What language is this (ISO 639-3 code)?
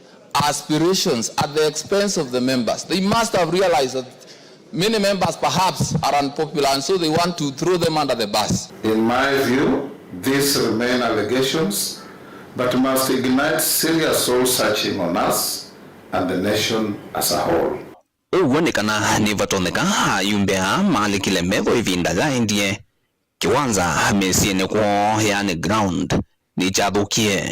kam